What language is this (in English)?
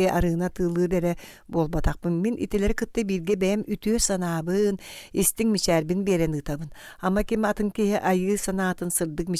Yakut